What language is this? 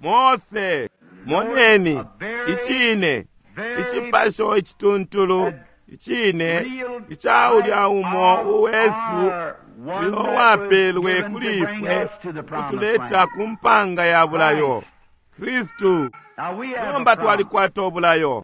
Bemba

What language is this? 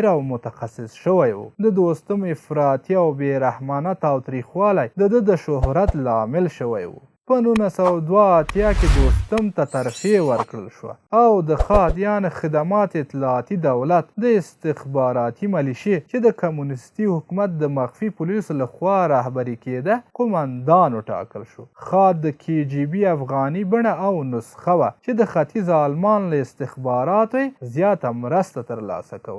Pashto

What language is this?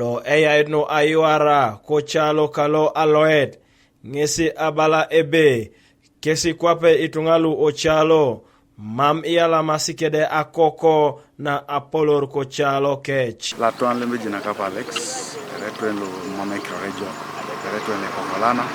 Teso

